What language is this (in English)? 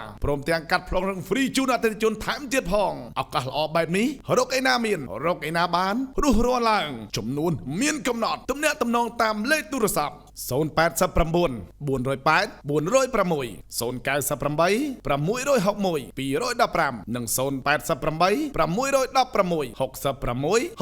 Khmer